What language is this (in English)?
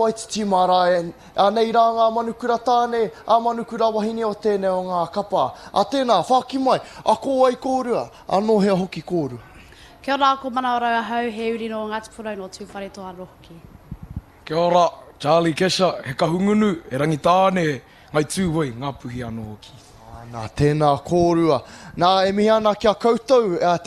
Māori